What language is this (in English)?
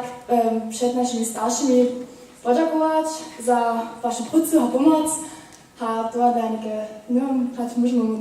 Upper Sorbian